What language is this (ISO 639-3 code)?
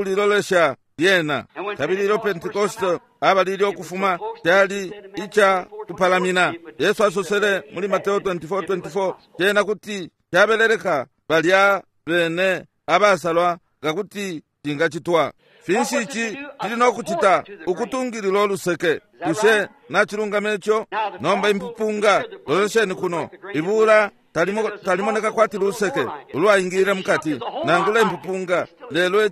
bem